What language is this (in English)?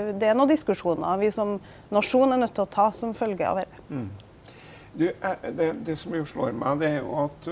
Norwegian